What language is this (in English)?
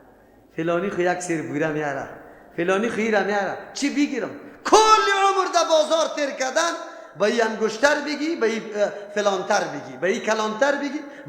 Persian